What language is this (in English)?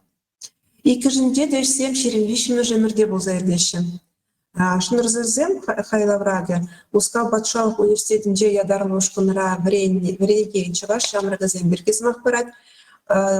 Chuvash